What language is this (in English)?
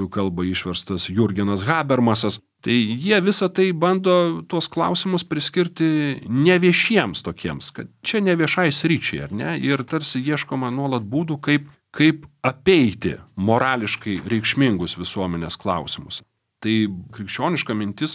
Lithuanian